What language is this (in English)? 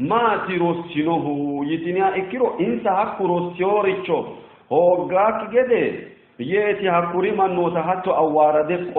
Sidamo